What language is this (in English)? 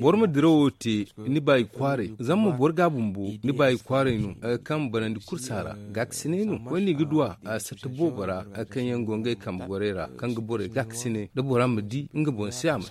Zarma